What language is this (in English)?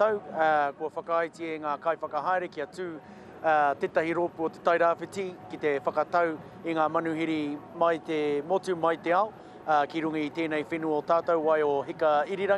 Māori